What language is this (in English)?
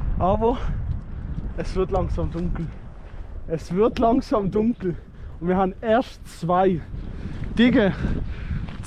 Swiss German